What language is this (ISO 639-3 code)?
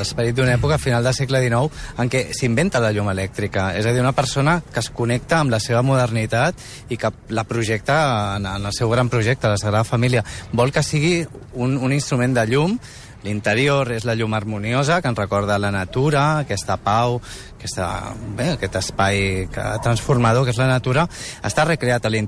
cat